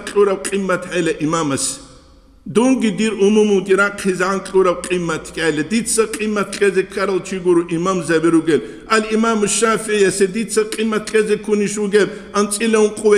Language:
Avaric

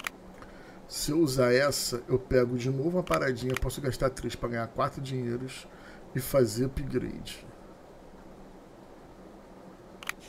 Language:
Portuguese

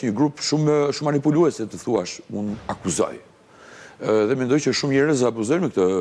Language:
Albanian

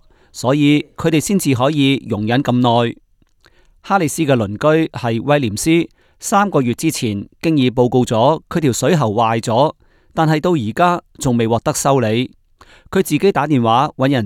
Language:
Cantonese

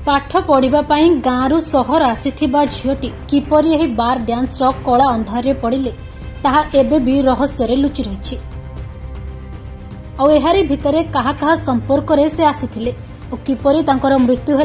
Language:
Odia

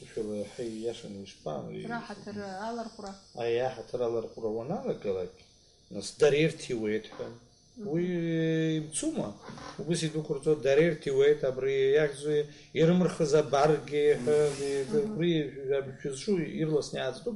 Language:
Abkhazian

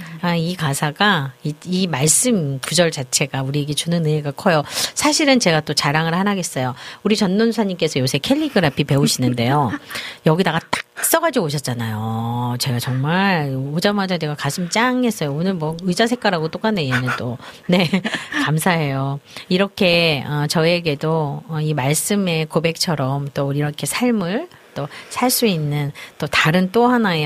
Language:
Korean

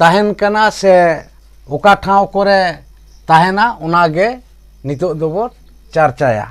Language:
Santali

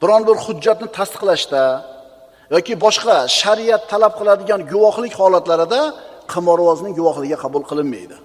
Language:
Uzbek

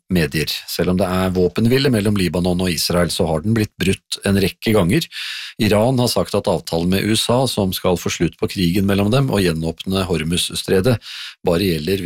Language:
Norwegian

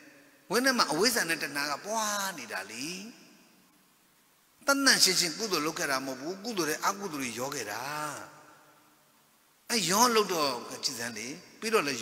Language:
Burmese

